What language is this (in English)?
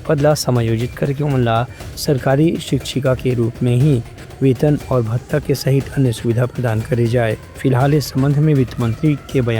Chhattisgarhi